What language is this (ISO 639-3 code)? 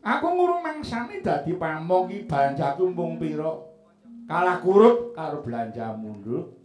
jav